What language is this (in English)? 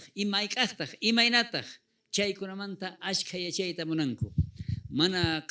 South Bolivian Quechua